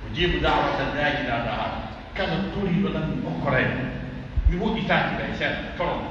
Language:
Pular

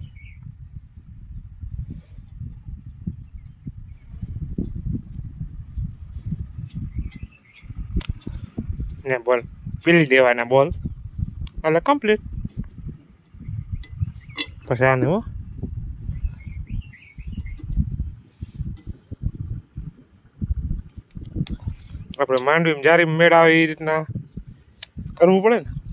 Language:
Gujarati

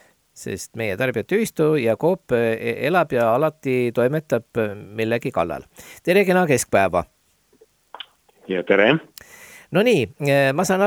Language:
Estonian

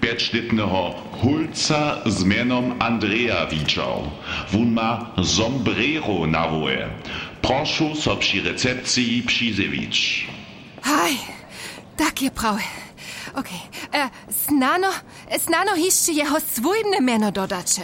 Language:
Upper Sorbian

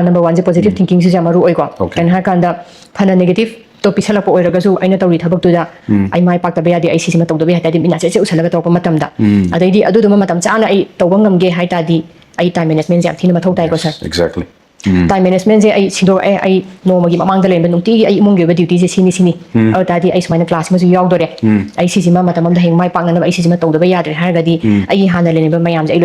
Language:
Manipuri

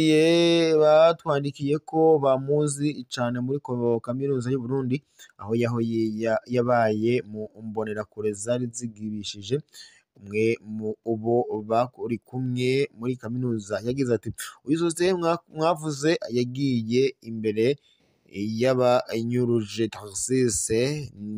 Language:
Rundi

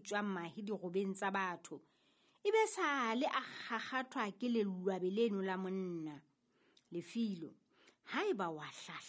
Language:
Southern Sotho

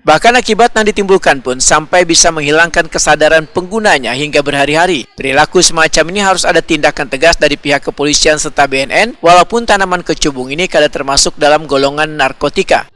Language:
Banjar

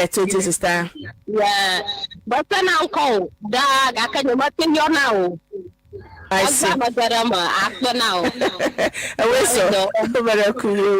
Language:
Ewe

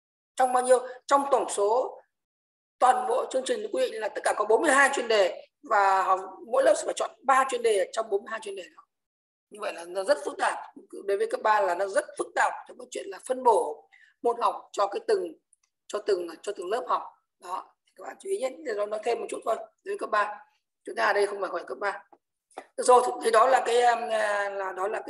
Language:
Vietnamese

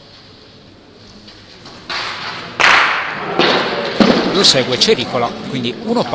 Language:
Italian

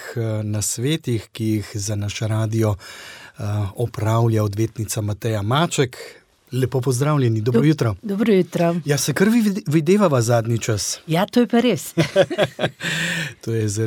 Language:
Slovenian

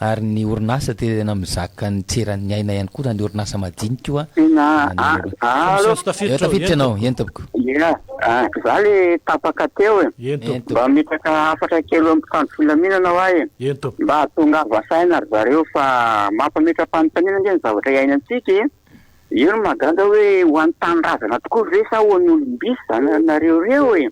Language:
Malagasy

